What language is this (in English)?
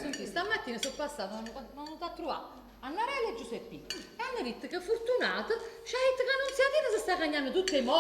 Neapolitan